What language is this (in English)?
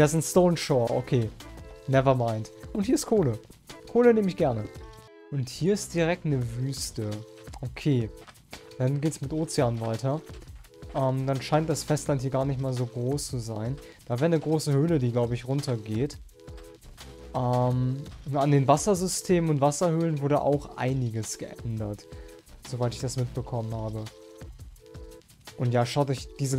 German